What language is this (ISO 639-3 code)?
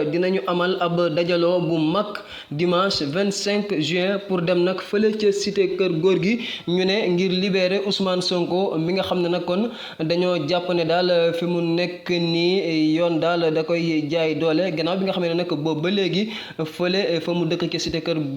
wol